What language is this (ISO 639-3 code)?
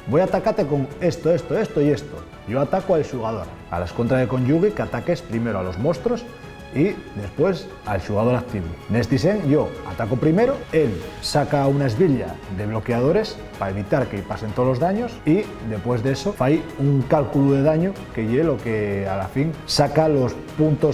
ast